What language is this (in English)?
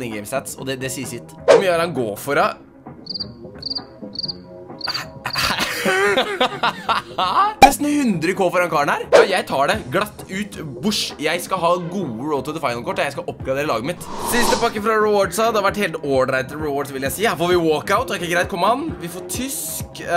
Norwegian